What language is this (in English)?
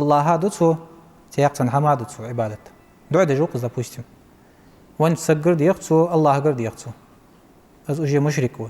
Ingush